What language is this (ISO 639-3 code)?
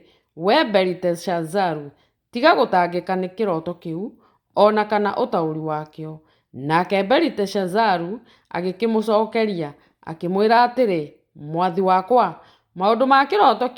kik